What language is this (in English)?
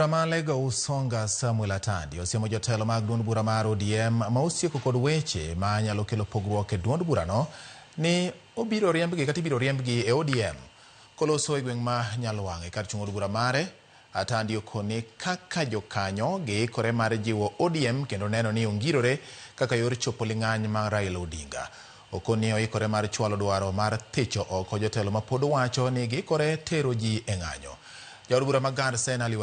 Luo (Kenya and Tanzania)